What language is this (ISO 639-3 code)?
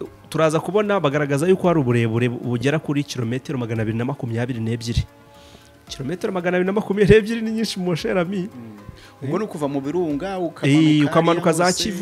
kin